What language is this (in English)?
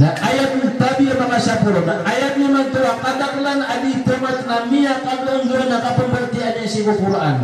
Maranao